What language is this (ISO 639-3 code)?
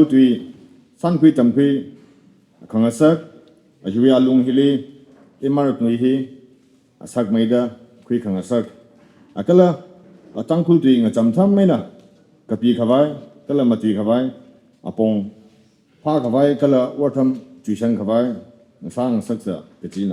nmf